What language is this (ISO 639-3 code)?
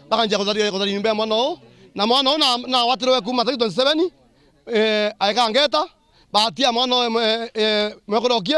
mer